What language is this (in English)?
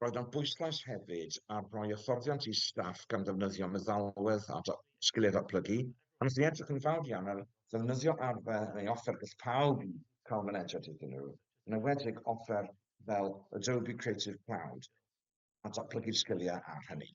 Welsh